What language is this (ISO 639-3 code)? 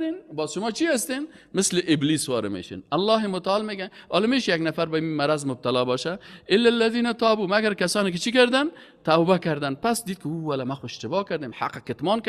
fas